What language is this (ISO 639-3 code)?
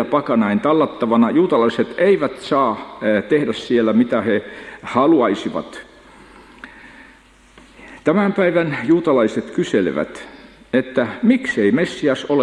fin